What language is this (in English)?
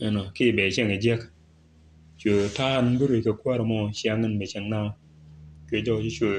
Nuer